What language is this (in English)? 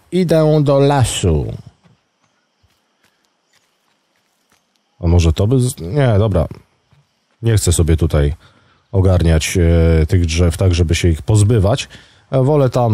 Polish